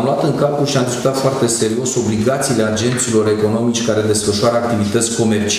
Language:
Romanian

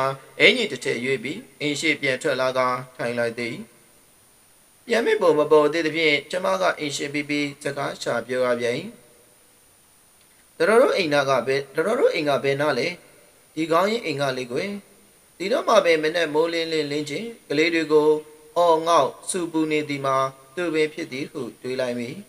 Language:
Burmese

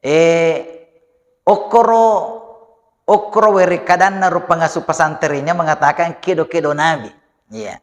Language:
Buginese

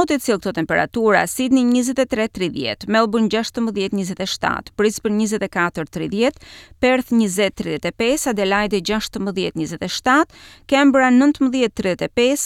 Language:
Albanian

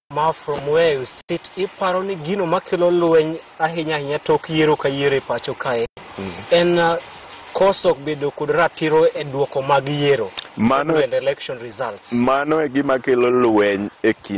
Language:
Luo (Kenya and Tanzania)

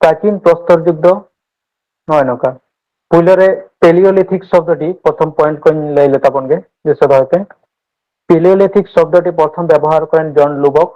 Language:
Santali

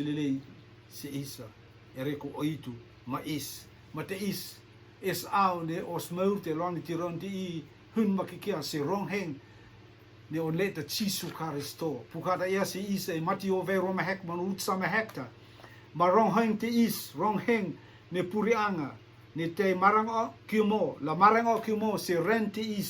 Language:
Rotuman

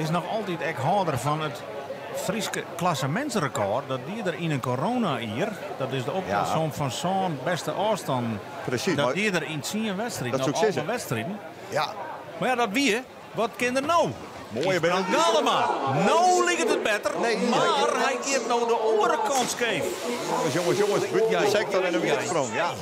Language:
Western Frisian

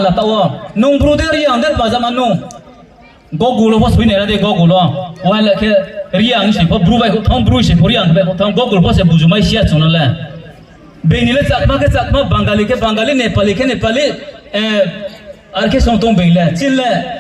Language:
Riang (India)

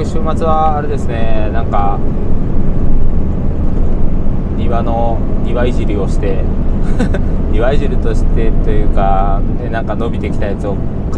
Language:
Japanese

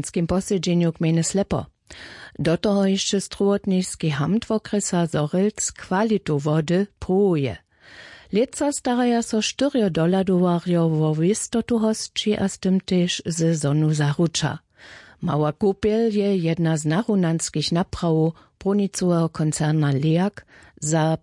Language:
Upper Sorbian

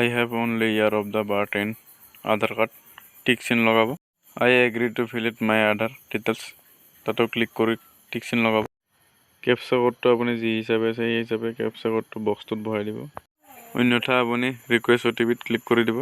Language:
Assamese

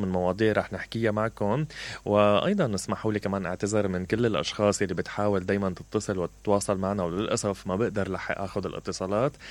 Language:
Mesopotamian Arabic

